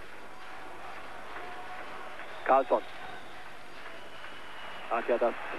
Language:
German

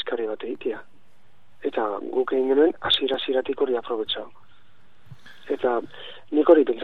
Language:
Basque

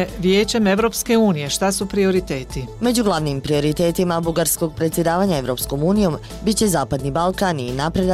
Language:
Bosnian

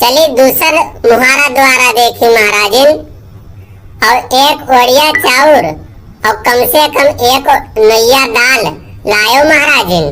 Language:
Awadhi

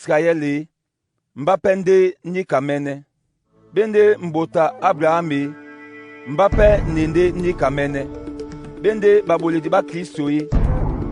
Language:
Duala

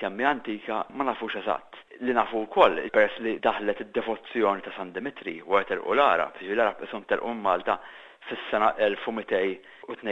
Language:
Maltese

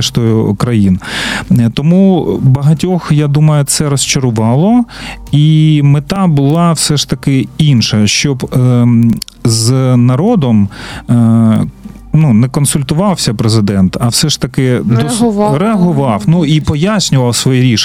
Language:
Ukrainian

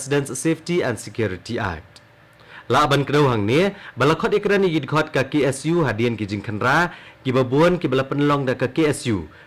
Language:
Khasi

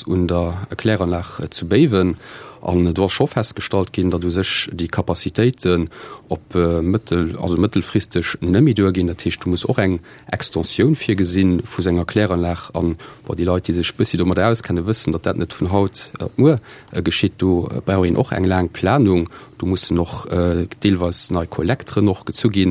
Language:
Luxembourgish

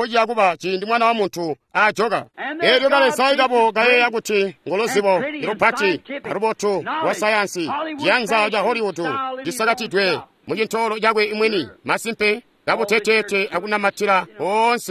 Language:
Tonga (Zambia)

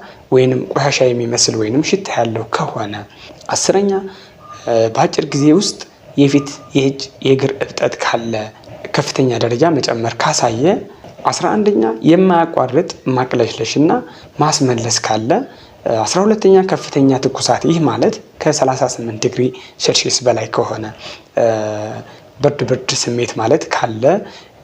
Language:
Amharic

